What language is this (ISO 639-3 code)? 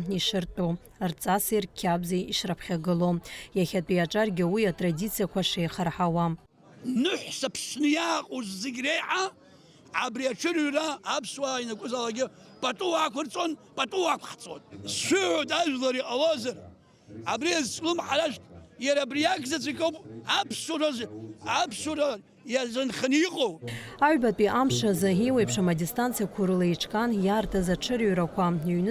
abk